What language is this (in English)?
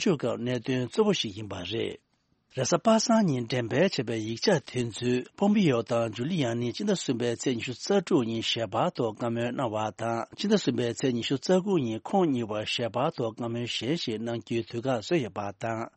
Tibetan